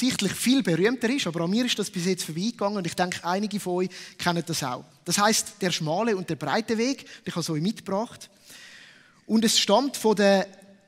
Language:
Swiss German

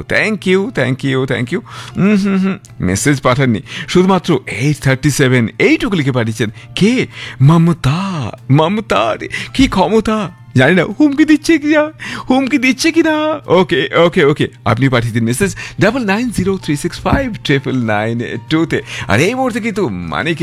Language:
Bangla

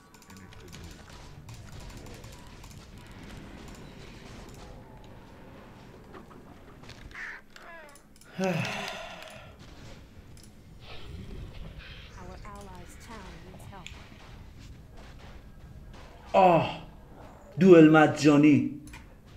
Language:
Persian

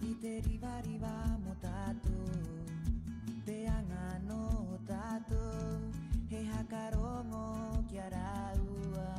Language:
Rapanui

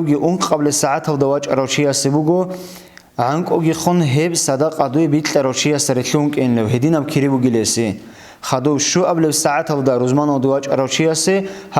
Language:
Avaric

